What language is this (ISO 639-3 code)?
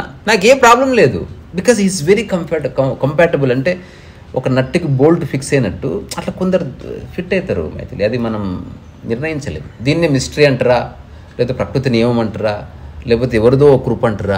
tel